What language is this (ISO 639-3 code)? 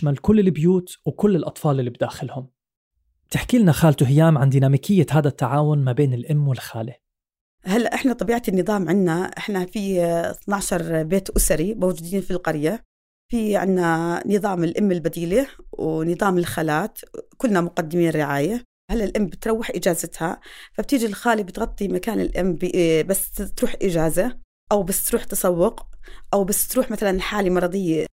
apc